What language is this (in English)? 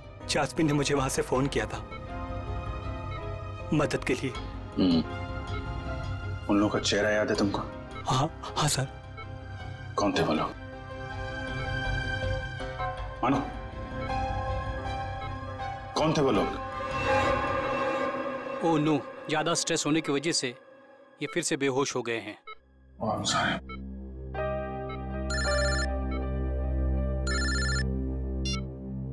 Hindi